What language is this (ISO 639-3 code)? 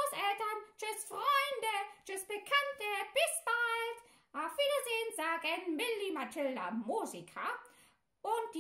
deu